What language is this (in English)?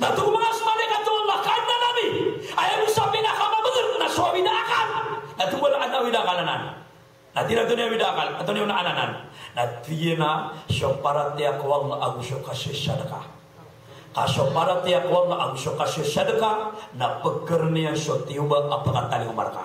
Maranao